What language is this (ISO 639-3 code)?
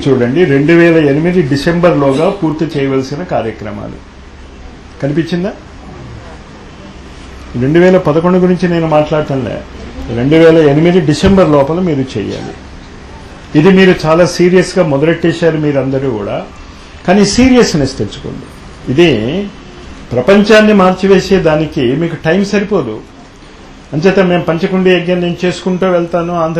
tel